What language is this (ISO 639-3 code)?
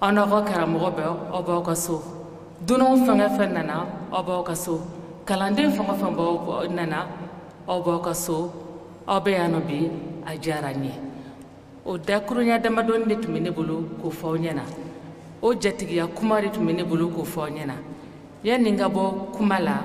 bam